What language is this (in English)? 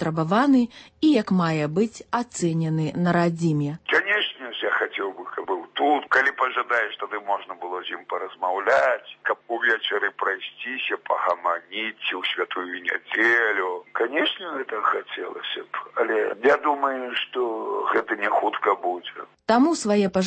Belarusian